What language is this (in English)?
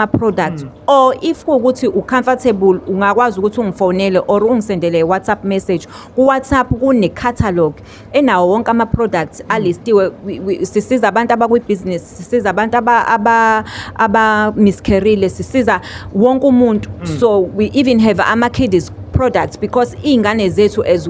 Zulu